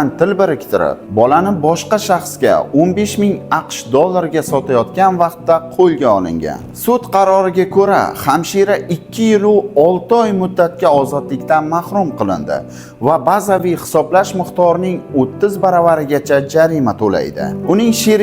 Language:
Uzbek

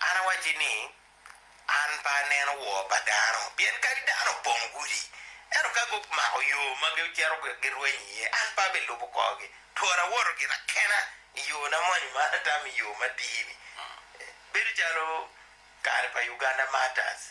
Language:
Acoli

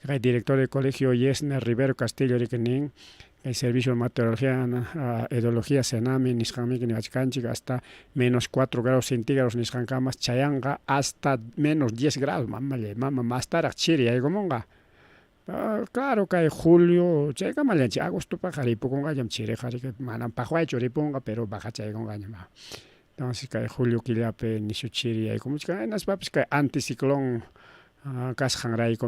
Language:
Ayacucho Quechua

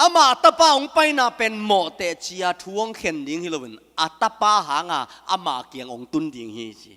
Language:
Tedim Chin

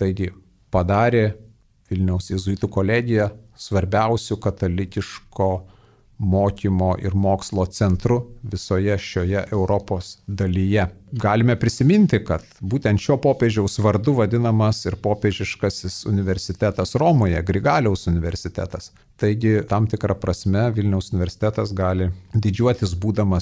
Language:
Lithuanian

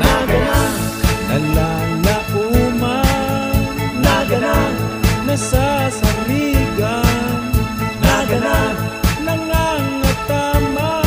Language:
Bikol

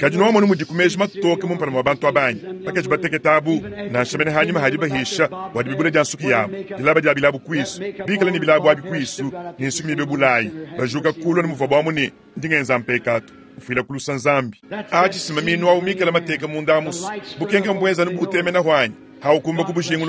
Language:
Luba-Lulua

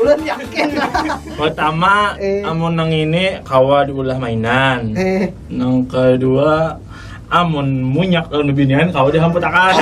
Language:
Banjar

